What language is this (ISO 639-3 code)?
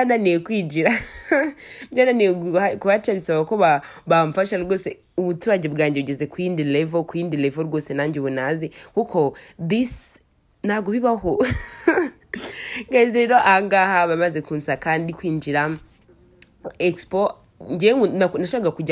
kin